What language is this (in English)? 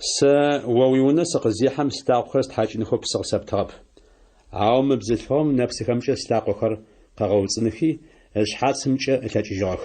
Adyghe